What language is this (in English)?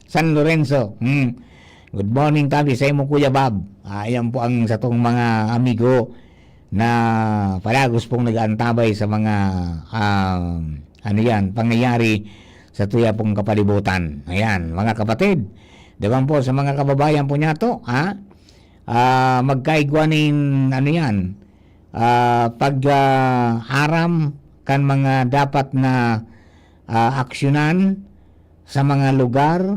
Bikol